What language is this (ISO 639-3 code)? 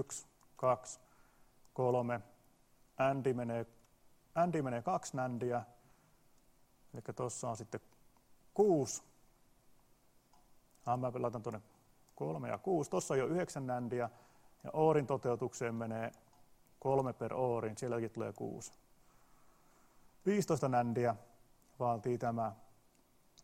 fin